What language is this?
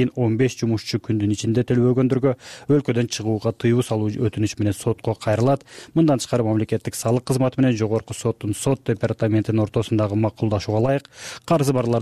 Kyrgyz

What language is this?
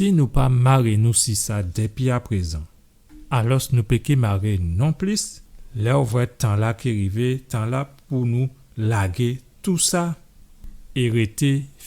Guadeloupean Creole French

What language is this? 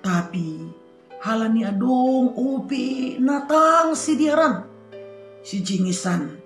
Batak Simalungun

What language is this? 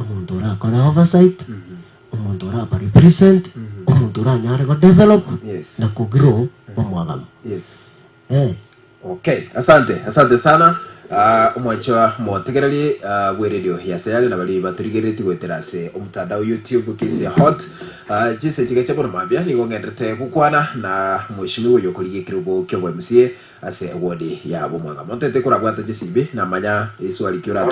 Gusii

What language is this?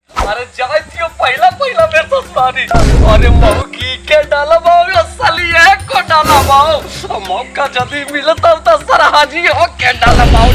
Magahi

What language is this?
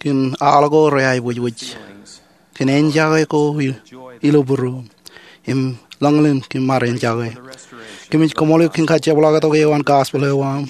Marshallese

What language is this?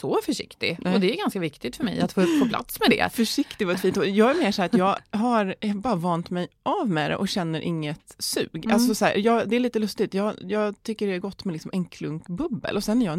Swedish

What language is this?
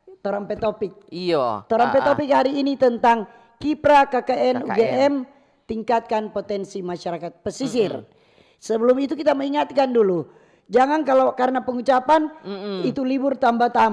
Manado Malay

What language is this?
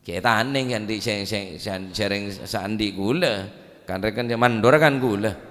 Madurese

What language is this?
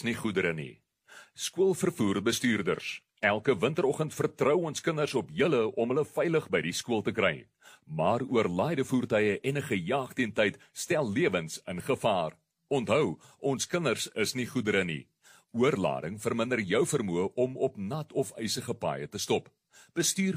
Afrikaans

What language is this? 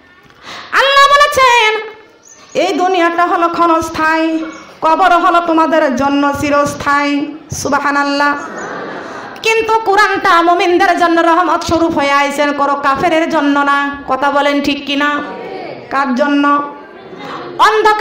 Bangla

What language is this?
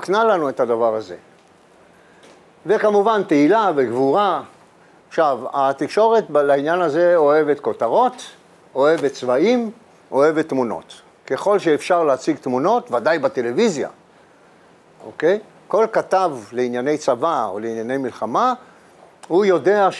Hebrew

